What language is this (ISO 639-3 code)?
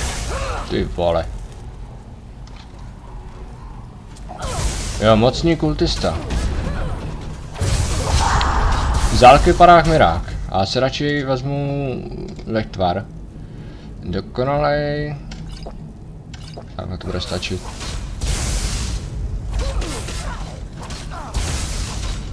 ces